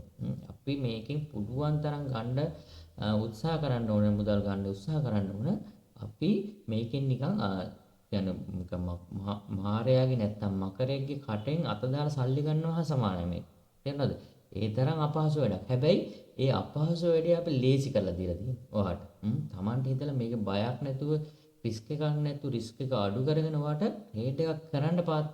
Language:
Sinhala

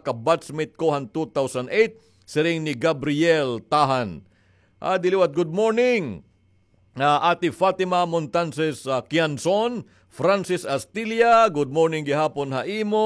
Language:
Waray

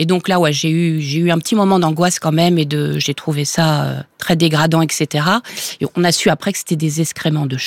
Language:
French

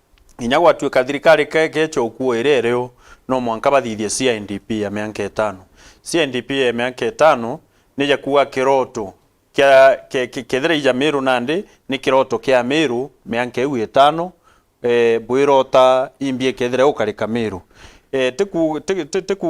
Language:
Meru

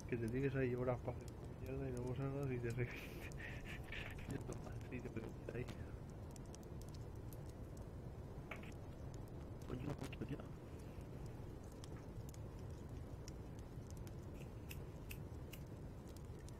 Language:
Spanish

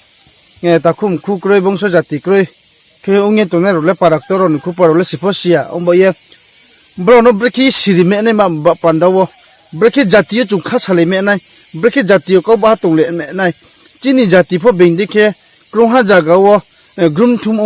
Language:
Riang (India)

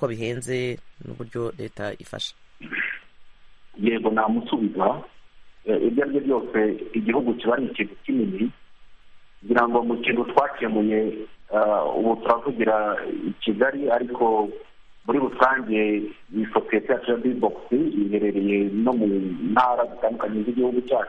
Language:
Kinyarwanda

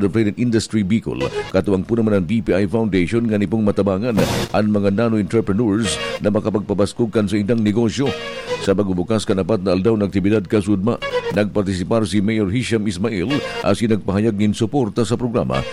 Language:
Bikol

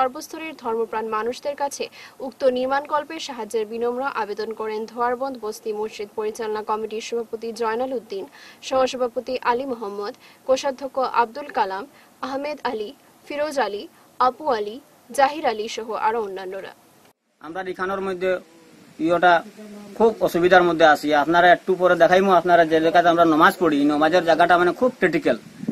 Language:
Bangla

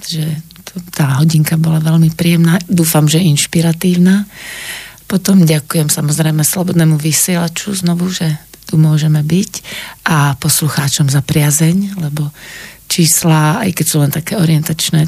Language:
Slovak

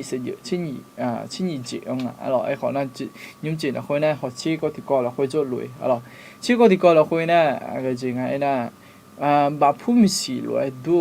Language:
Akha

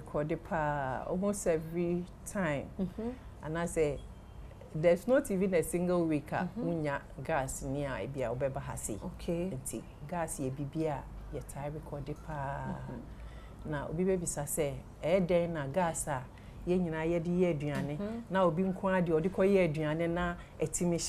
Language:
Akan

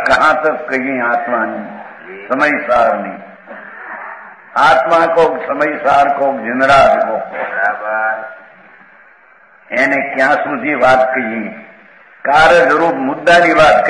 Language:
Gujarati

